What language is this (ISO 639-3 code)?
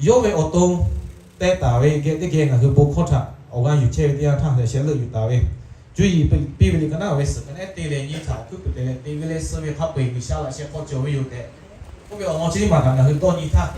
lhu